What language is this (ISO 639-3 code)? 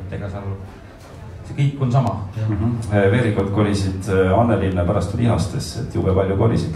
est